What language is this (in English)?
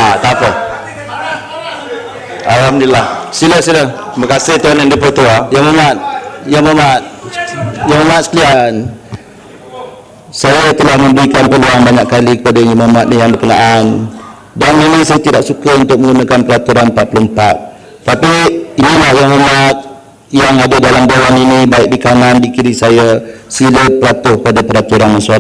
Malay